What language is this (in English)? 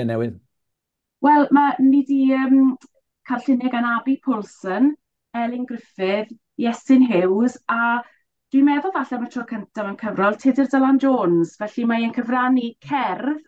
Welsh